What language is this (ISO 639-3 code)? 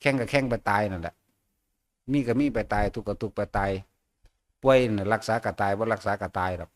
tts